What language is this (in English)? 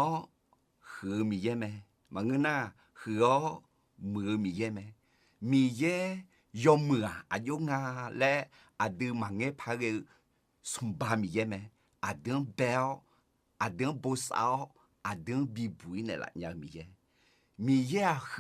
Akha